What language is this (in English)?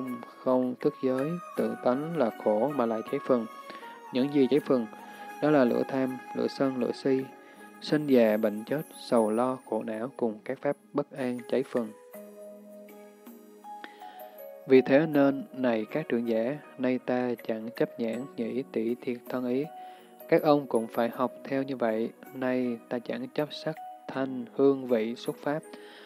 Vietnamese